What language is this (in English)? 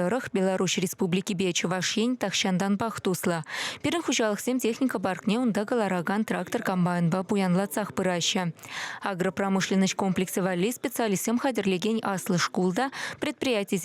Chuvash